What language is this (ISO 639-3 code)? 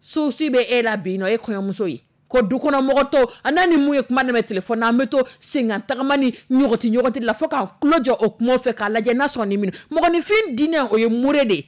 dyu